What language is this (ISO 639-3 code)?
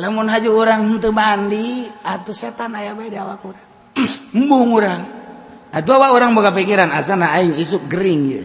sun